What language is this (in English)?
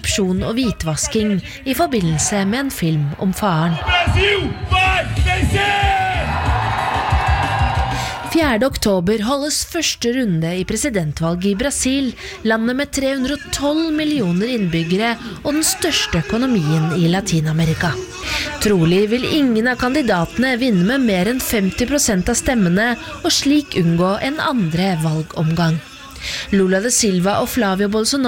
Norwegian